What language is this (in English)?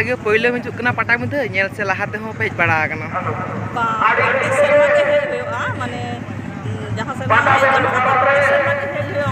Santali